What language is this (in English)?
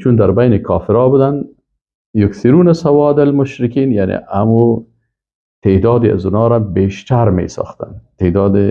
Persian